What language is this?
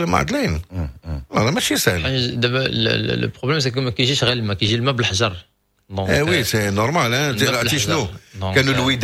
Moroccan Arabic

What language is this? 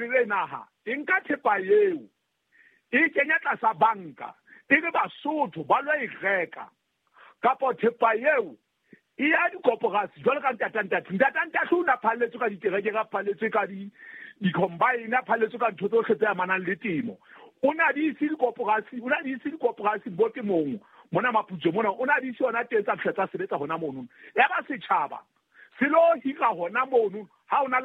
Southern Sotho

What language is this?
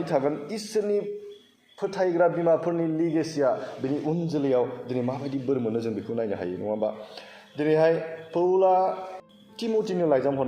Bodo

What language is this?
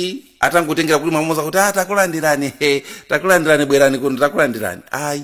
Nyanja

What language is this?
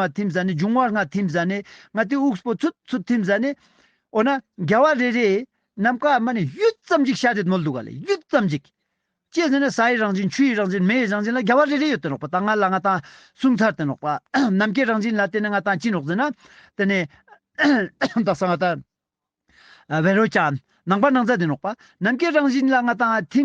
Ladakhi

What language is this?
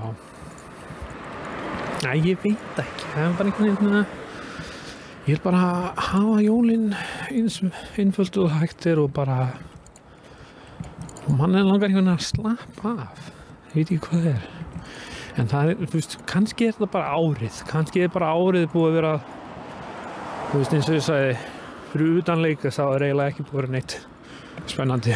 Icelandic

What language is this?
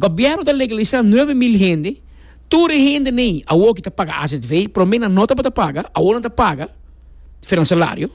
Papiamento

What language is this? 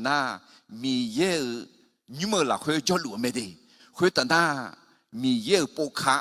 Akha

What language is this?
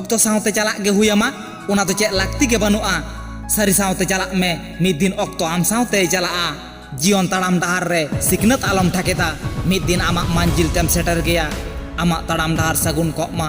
Santali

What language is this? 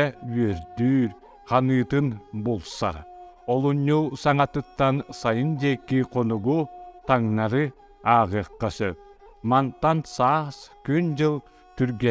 Yakut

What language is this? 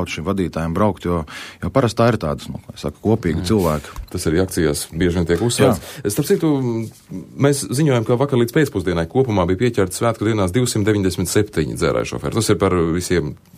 Latvian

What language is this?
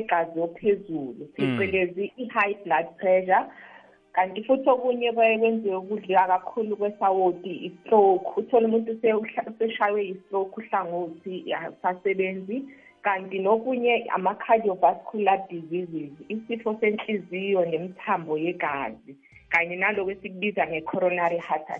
South Ndebele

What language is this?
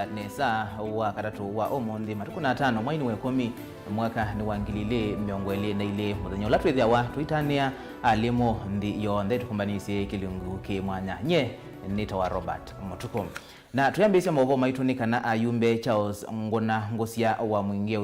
Kamba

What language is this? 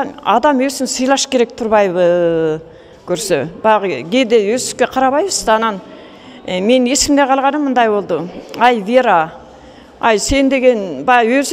Kyrgyz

